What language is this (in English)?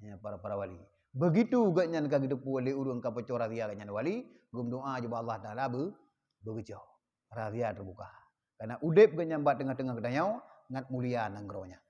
Achinese